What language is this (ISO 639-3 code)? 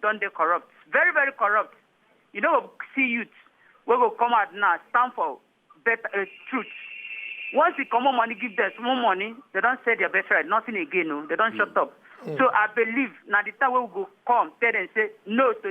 pcm